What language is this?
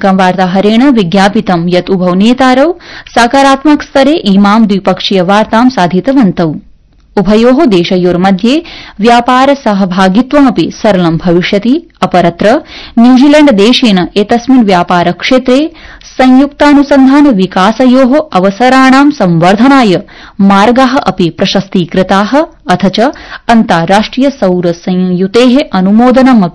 Sanskrit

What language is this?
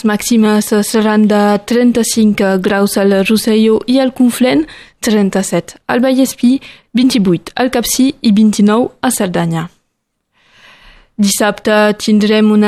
Catalan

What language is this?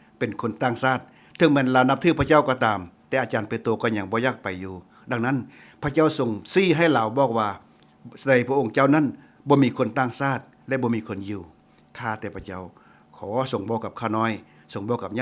Lao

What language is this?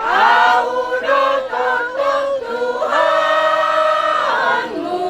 Batak Toba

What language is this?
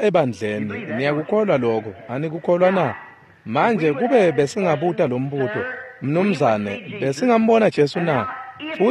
Swati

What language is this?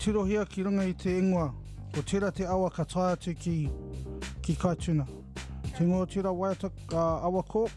Māori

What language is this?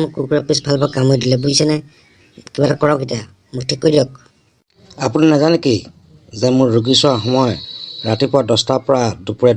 Assamese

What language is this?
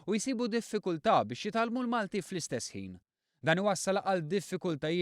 Maltese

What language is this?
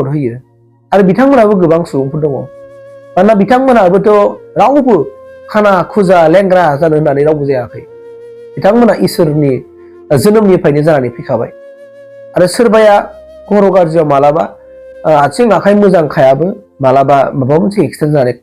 Bodo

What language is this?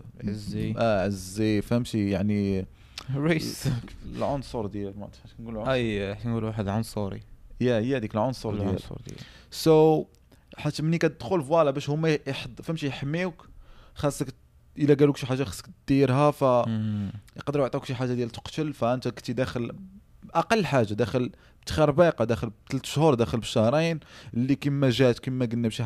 Moroccan Arabic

